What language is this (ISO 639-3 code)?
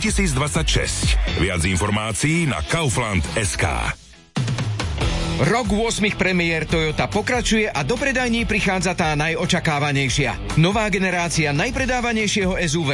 slk